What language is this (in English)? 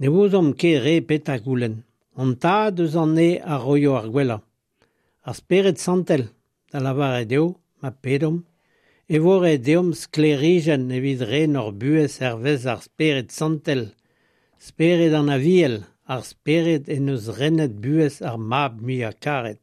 Breton